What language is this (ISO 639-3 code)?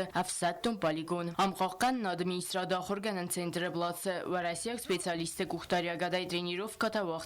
oss